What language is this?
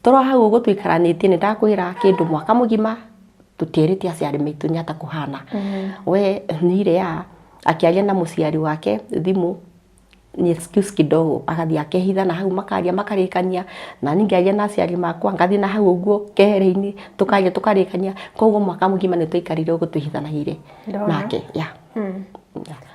Kikuyu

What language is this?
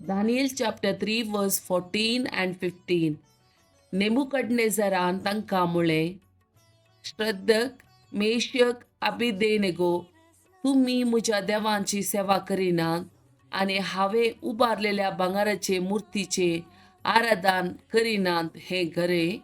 Konkani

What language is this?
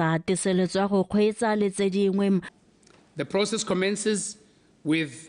Tswana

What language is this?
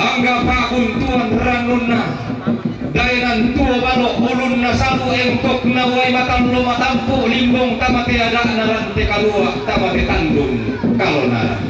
Toraja-Sa'dan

